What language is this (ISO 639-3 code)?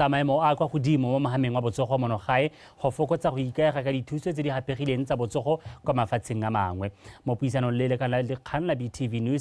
tsn